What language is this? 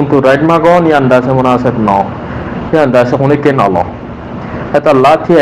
Rohingya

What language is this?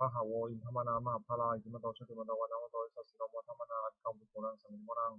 Pali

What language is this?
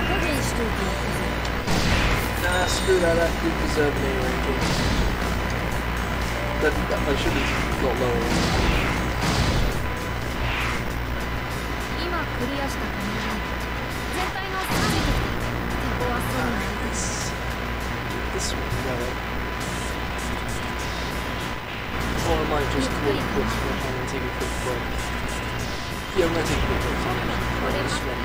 English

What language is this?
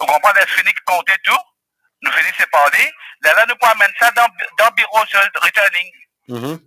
Morisyen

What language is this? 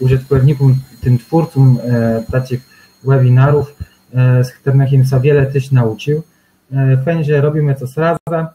Kashubian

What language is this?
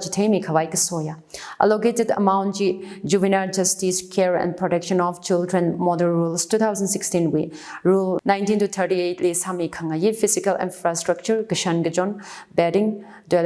Tangkhul Naga (India)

